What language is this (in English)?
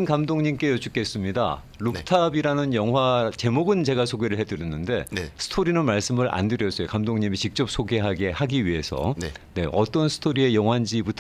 Korean